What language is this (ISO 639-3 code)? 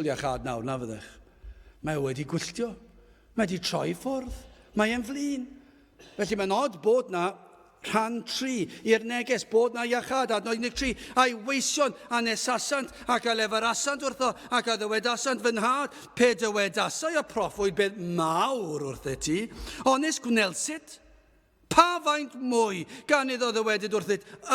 cym